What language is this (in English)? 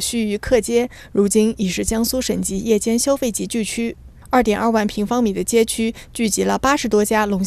Chinese